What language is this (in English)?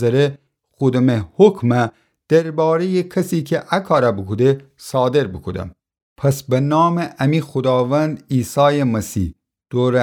Gilaki